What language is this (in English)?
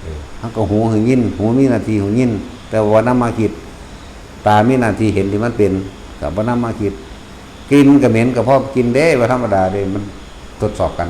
Northeastern Thai